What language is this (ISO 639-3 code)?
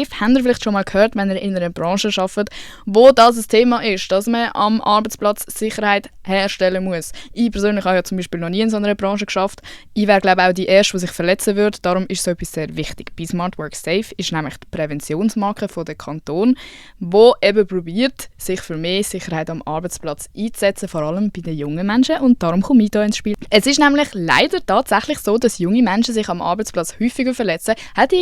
gsw